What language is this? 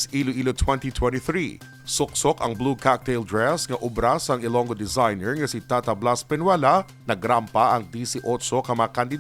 Hiligaynon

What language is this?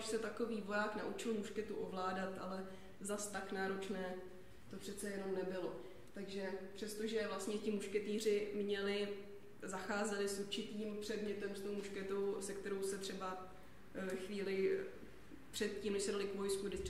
Czech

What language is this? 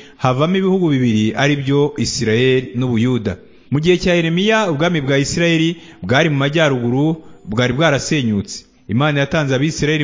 Kinyarwanda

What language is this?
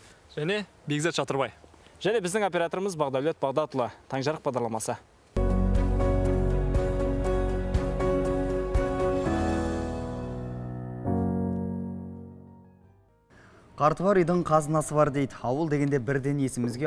Kazakh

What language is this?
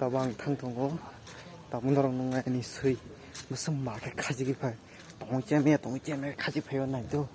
Kok Borok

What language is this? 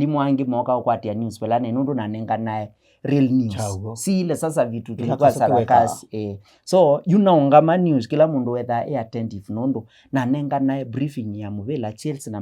Kamba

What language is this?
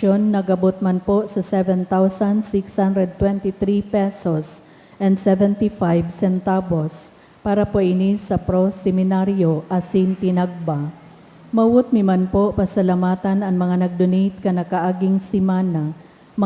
Bikol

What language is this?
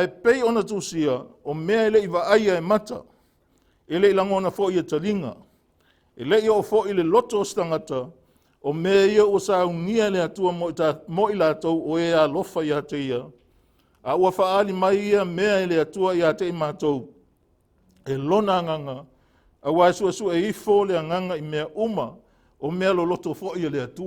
Samoan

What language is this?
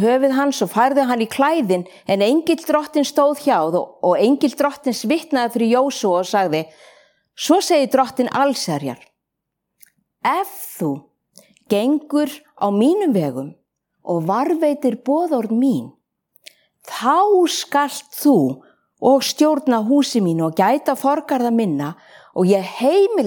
Icelandic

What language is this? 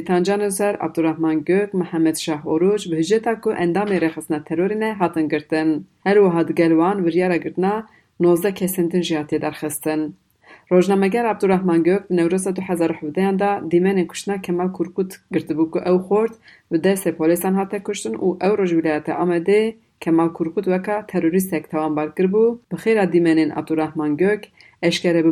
Kurdish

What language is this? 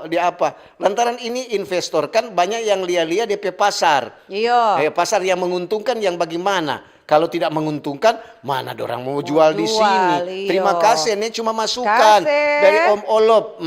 Manado Malay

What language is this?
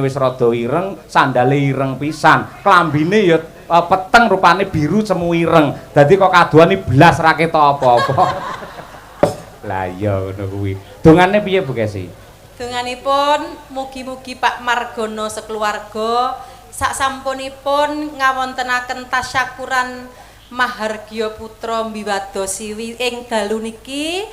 Javanese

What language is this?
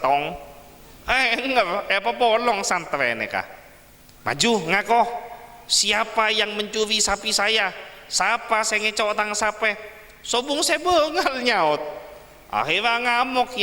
Madurese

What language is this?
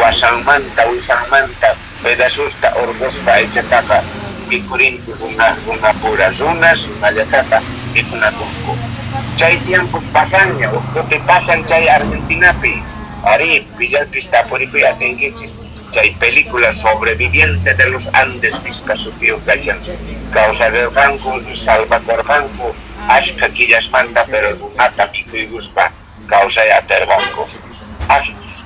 Quechua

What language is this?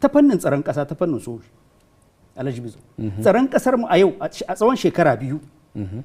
Hausa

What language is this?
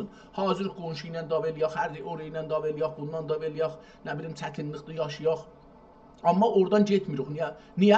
South Azerbaijani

